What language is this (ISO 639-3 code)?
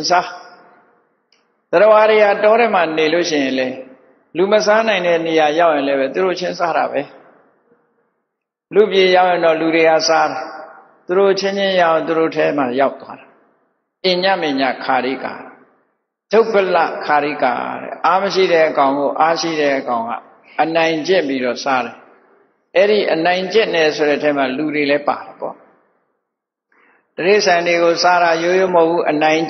mya